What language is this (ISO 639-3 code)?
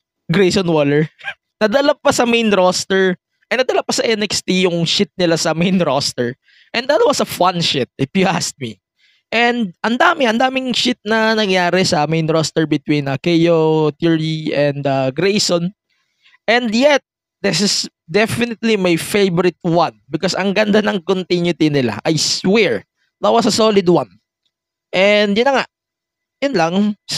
fil